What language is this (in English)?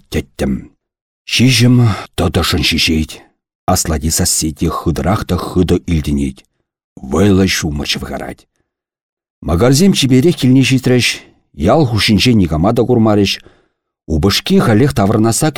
Chuvash